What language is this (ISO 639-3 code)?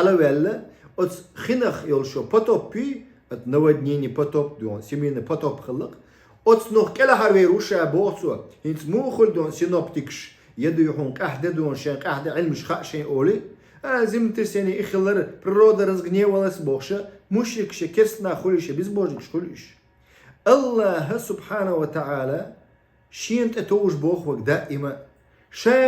che